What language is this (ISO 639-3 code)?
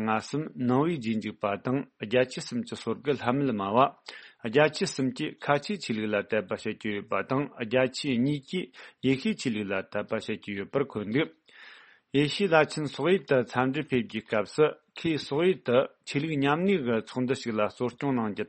bod